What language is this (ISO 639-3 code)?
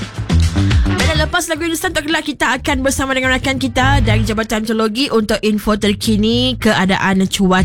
msa